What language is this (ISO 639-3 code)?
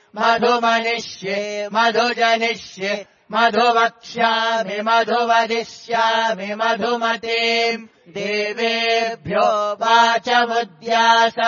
san